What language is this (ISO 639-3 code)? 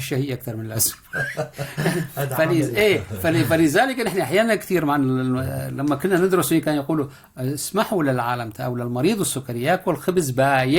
apc